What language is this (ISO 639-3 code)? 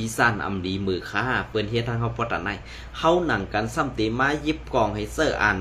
shn